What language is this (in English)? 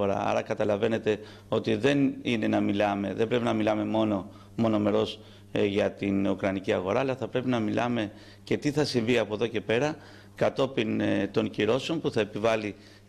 Greek